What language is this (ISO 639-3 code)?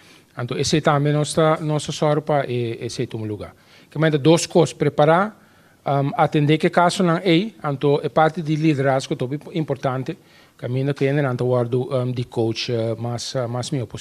pap